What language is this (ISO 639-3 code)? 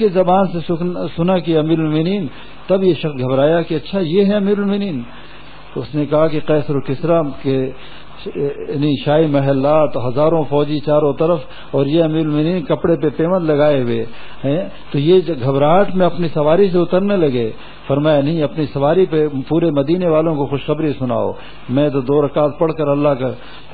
urd